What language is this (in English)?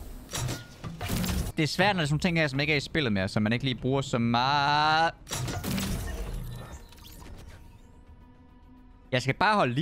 Danish